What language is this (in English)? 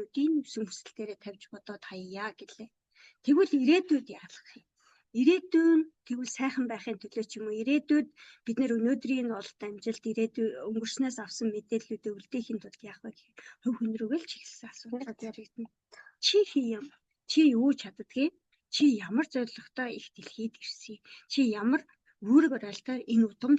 Mongolian